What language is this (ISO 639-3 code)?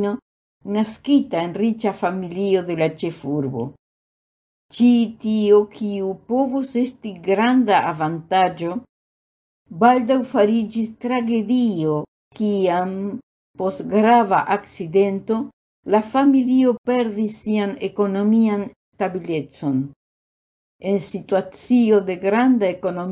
epo